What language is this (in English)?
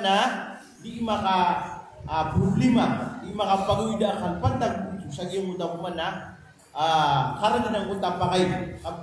Maranao